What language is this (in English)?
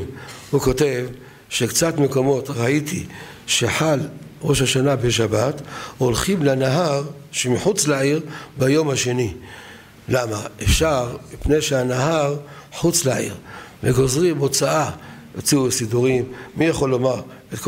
Hebrew